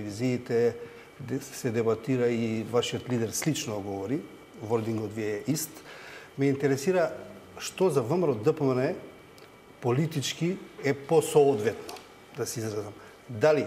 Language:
Macedonian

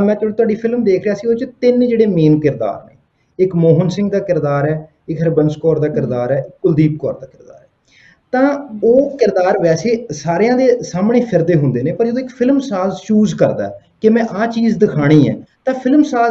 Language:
Punjabi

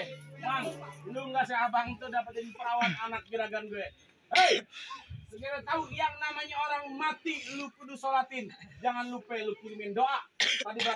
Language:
Betawi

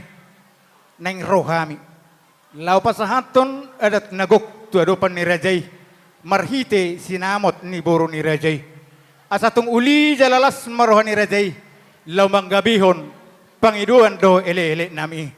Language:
Batak Toba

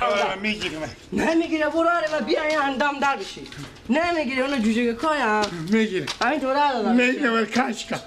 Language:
Persian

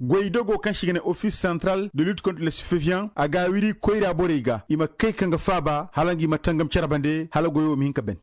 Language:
Koyraboro Senni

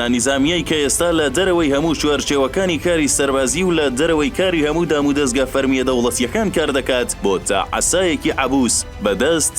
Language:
Central Kurdish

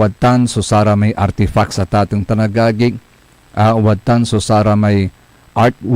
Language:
Pangasinan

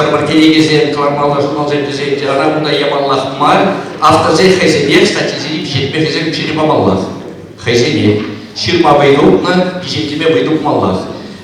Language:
Chuvash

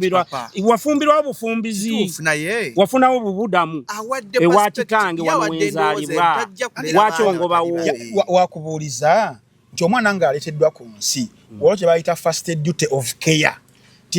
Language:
Ganda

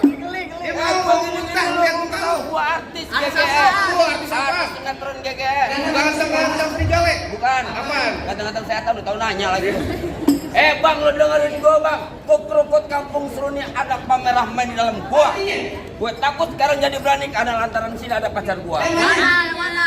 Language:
Betawi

